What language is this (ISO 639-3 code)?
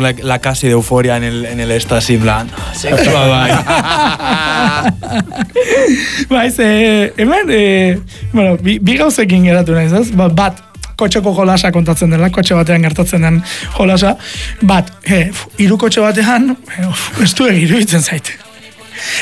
eus